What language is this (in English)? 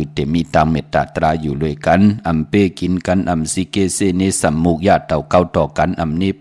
Shan